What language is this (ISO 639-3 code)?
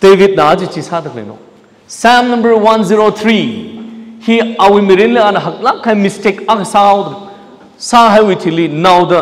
nmf